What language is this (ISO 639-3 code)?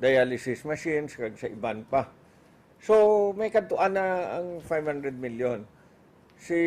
hil